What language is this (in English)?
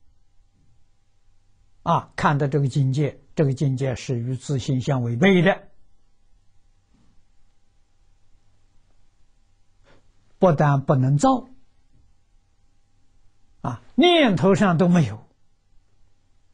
Chinese